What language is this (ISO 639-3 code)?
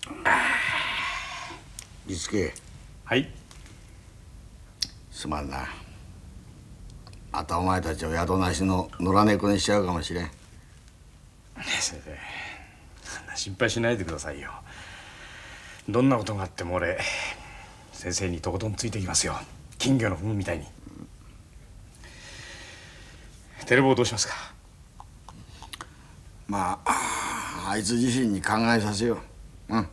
jpn